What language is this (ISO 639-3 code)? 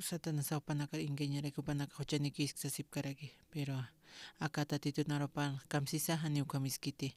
aym